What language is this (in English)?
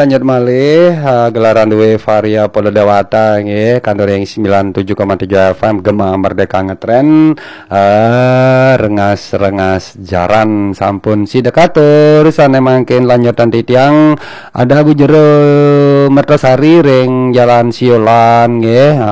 Balinese